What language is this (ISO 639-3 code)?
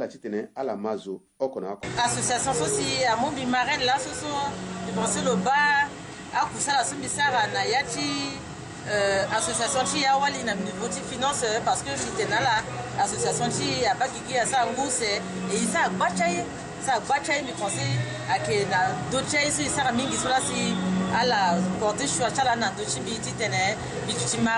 sag